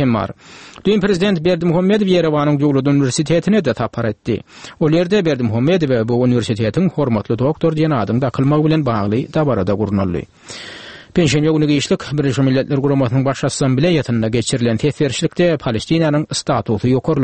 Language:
Turkmen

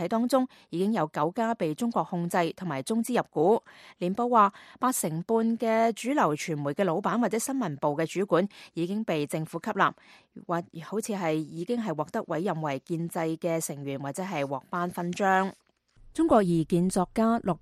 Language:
Cantonese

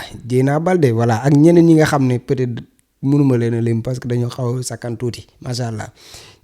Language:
Wolof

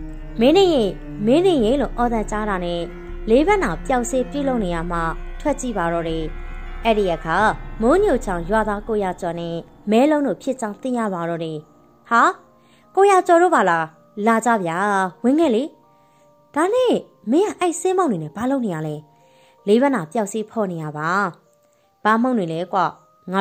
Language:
Burmese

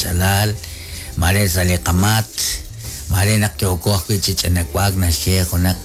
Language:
Kekchí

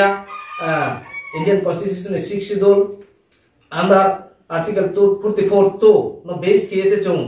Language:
Riang (India)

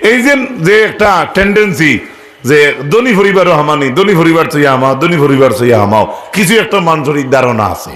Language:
Sylheti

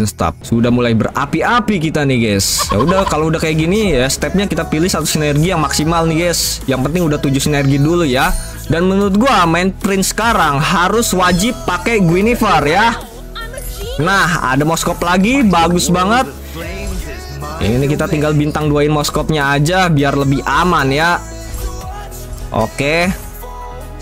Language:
Indonesian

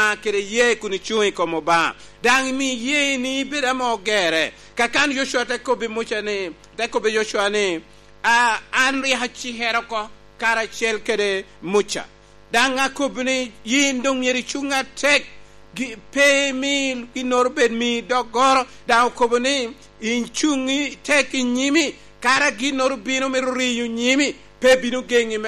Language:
Lango (Uganda)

